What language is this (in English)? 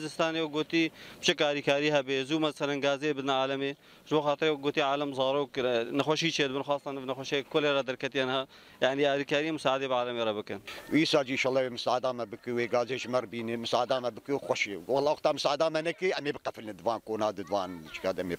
Kurdish